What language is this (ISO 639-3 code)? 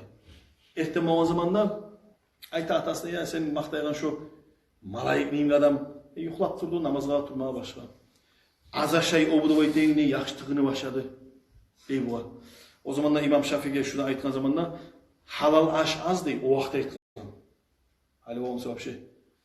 kum